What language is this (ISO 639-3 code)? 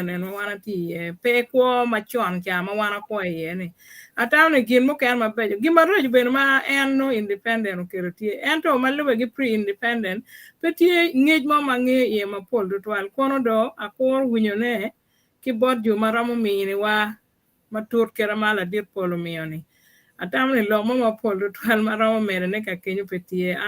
ach